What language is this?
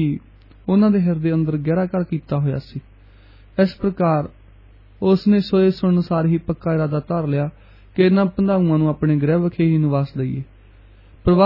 Punjabi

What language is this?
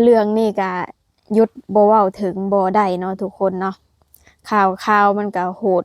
Lao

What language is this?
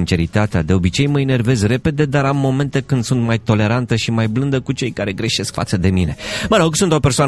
Romanian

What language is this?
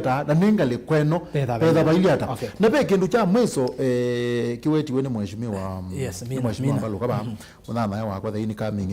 Kamba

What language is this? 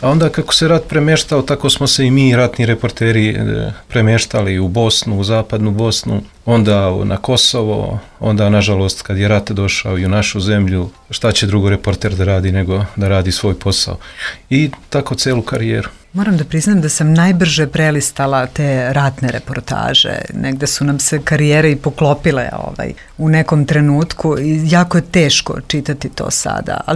Serbian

